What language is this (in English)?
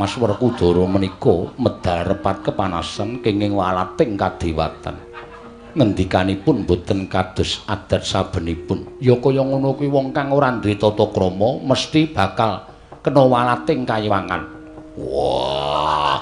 Javanese